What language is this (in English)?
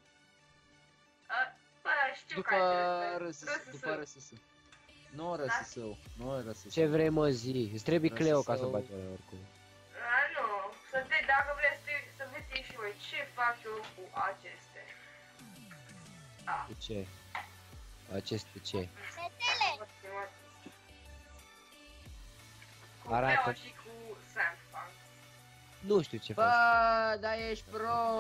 Romanian